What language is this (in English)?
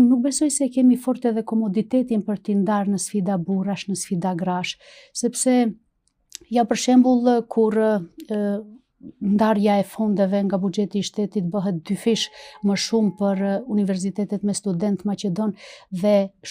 Albanian